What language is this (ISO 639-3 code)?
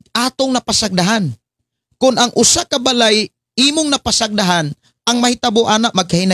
ceb